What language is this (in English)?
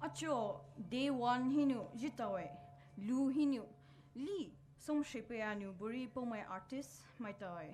Poumei Naga